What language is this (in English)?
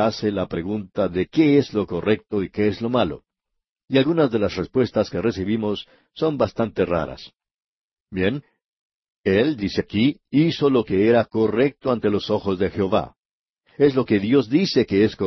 Spanish